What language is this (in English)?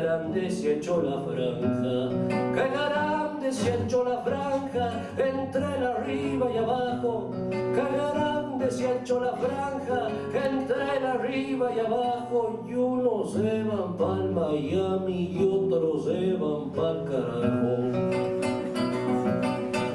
Spanish